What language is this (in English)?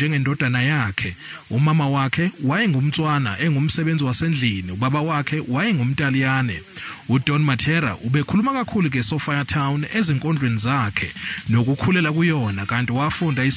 Zulu